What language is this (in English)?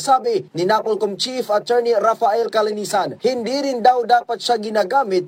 Filipino